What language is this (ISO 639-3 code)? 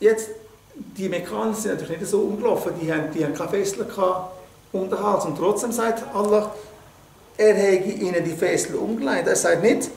gsw